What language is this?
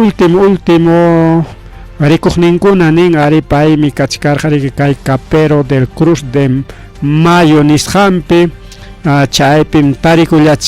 Ayacucho Quechua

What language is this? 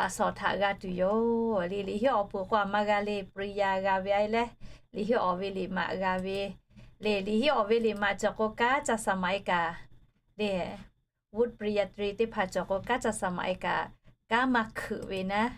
Lahu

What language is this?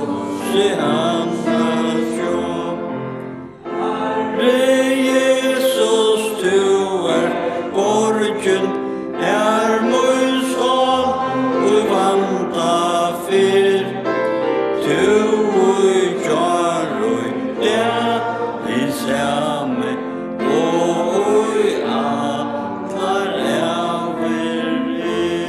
Faroese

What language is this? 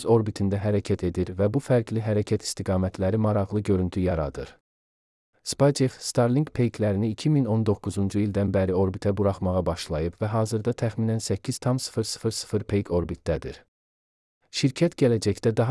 Azerbaijani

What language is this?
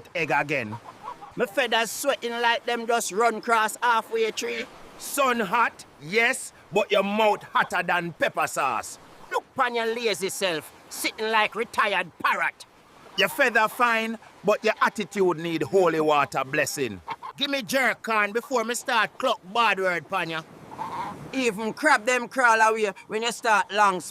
Jamaican Creole English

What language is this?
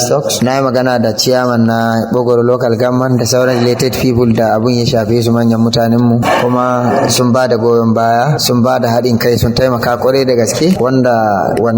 Hausa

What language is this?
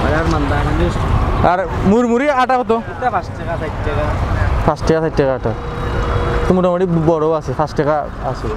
Sylheti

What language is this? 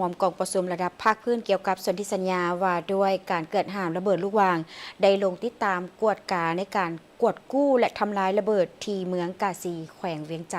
Lao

